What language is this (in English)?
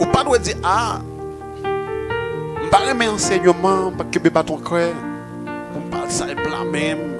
Haitian Creole